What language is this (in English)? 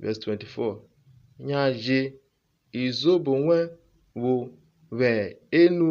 Urhobo